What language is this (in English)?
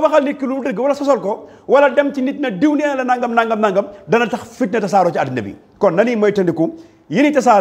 Wolof